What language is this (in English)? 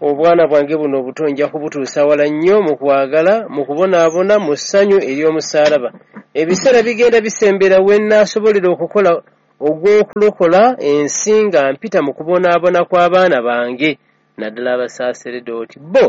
Ganda